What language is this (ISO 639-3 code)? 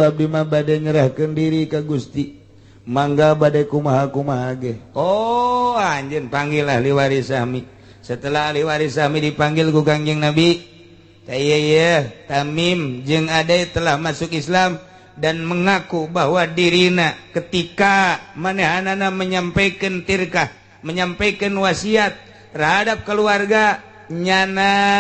sun